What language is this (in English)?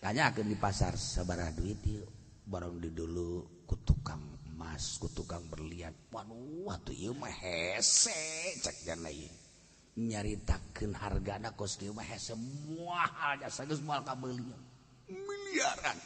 Sundanese